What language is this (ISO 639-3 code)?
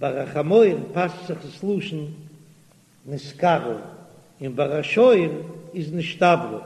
yid